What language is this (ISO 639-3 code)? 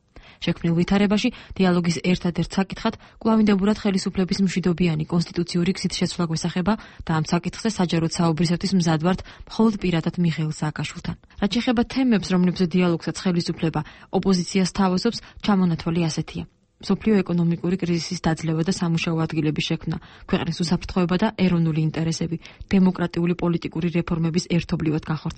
kat